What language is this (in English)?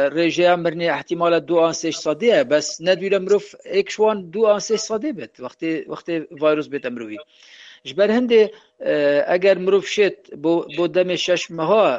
Kurdish